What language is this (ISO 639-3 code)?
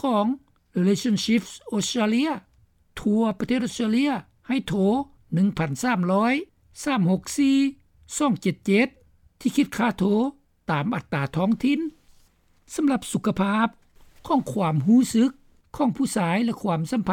lao